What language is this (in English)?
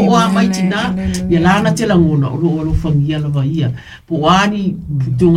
Samoan